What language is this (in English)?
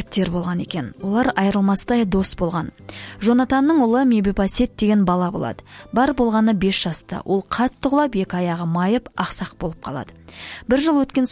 Kazakh